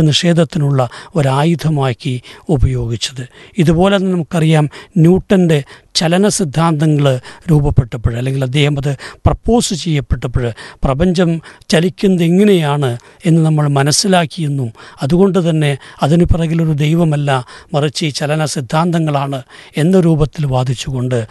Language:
Malayalam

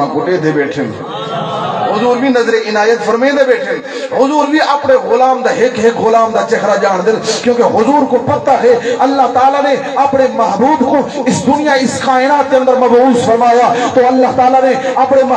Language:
Saraiki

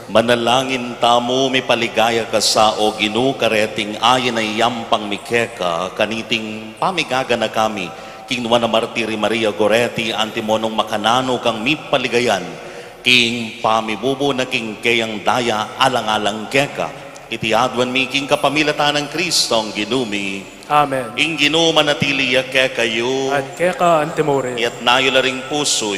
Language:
Pampanga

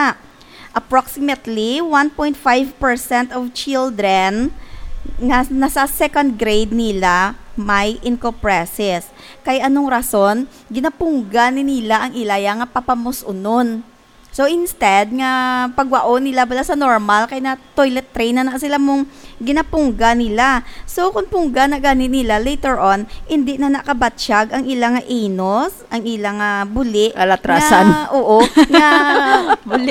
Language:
Hiligaynon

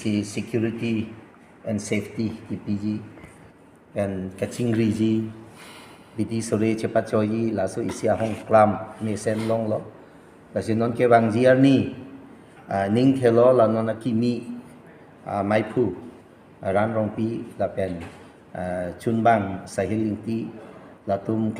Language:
Karbi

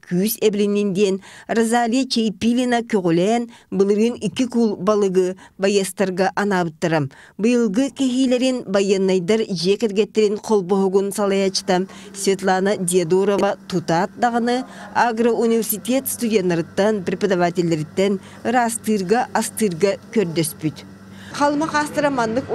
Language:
Yakut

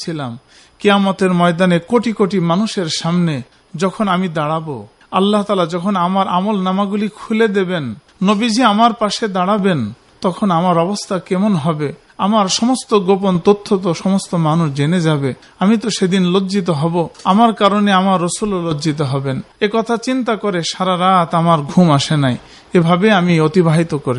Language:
Bangla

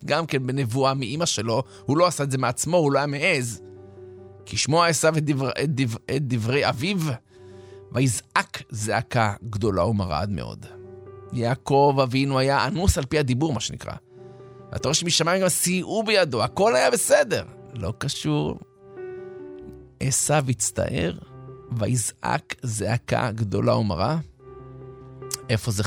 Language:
Hebrew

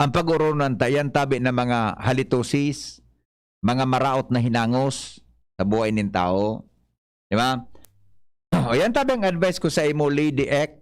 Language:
Bikol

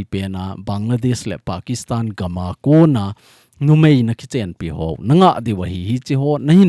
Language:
Thado Chin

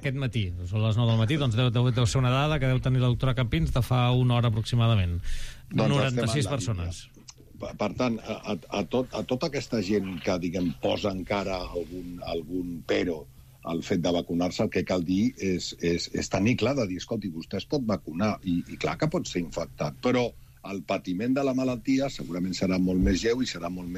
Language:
Catalan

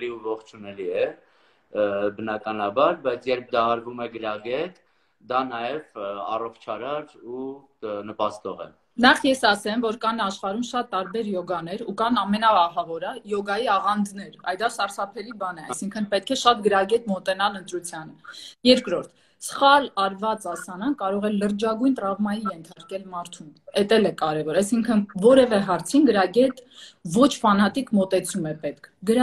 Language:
Armenian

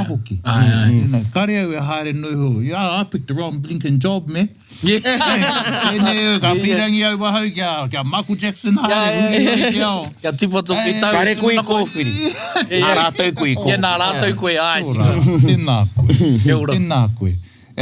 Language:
Māori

